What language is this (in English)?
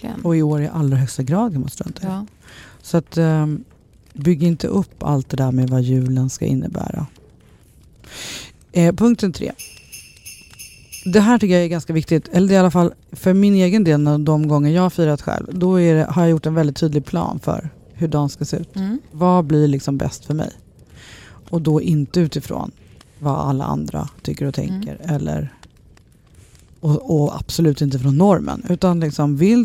Swedish